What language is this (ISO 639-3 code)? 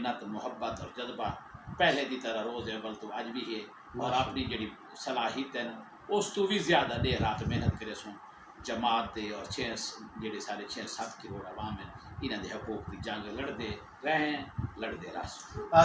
skr